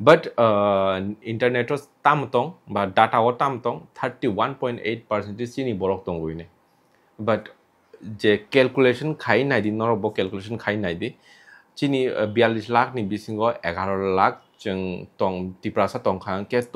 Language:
Kok Borok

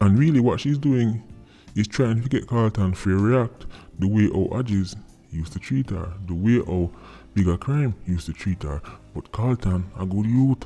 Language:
Jamaican Creole English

